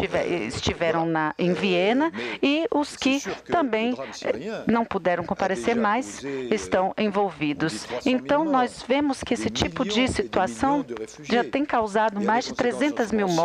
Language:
Portuguese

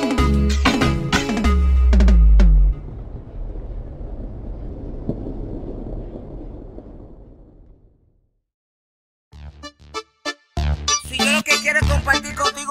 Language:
Spanish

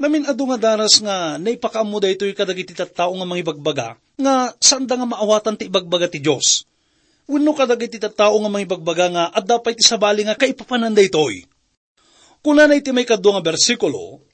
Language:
Iloko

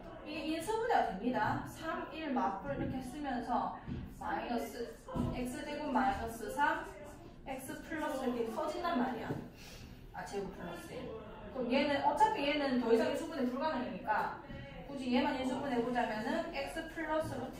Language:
Korean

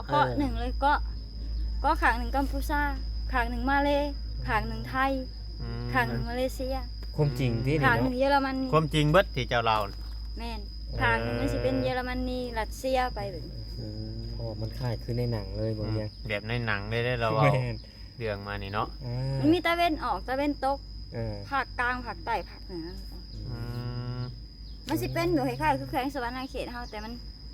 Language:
Northeastern Thai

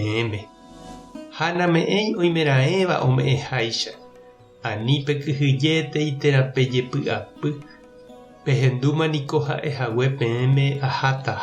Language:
Guarani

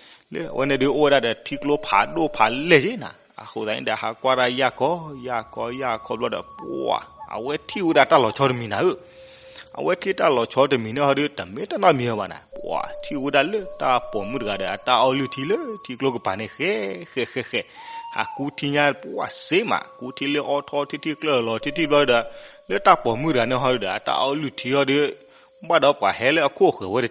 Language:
S'gaw Karen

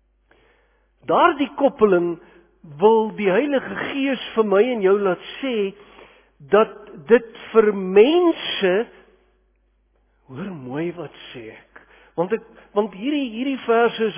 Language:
Afrikaans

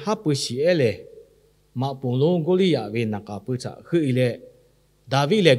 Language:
Lahu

